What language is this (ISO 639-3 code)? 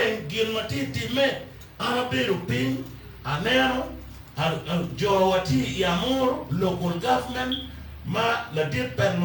ach